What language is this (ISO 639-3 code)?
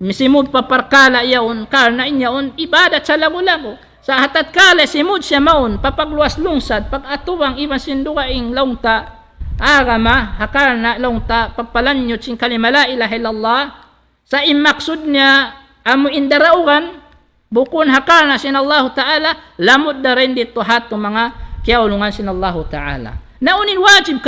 tsg